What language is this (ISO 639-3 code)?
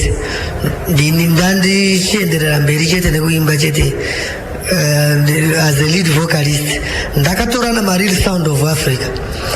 sna